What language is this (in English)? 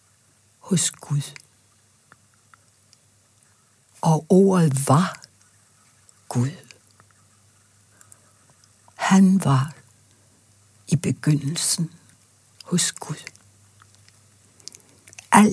Danish